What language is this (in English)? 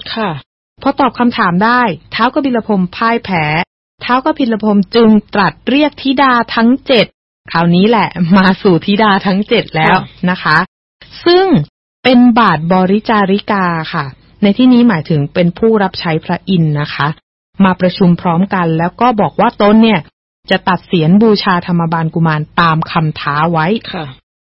Thai